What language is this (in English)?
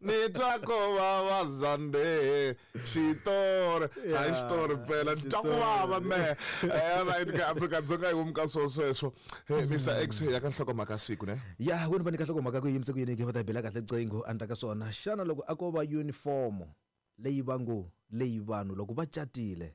Tsonga